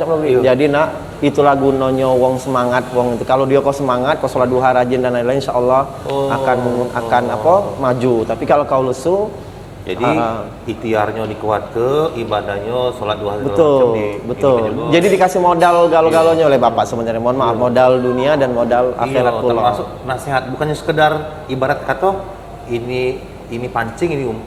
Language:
Musi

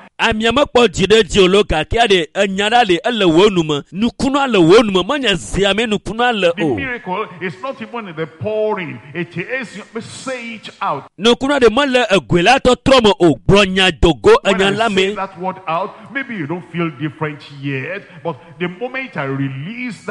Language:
Ewe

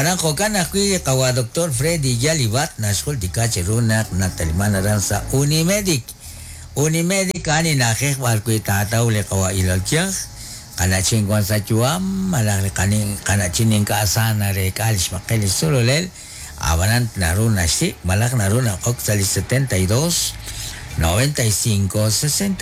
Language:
Kekchí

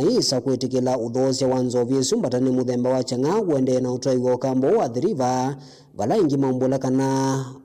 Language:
Kamba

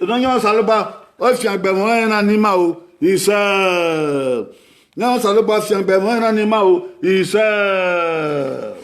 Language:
Bini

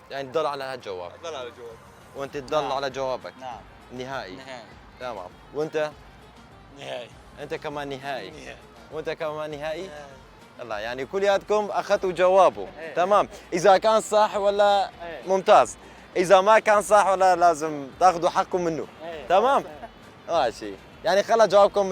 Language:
Kurdish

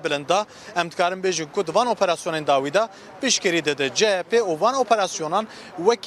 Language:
Kurdish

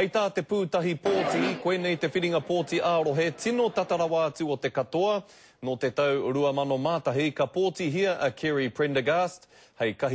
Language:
Māori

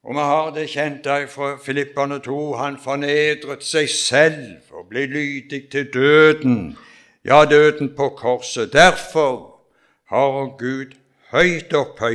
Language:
Norwegian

